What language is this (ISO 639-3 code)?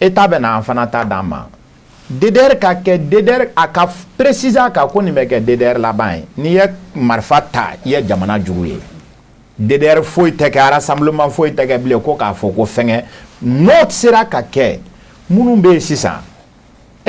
bam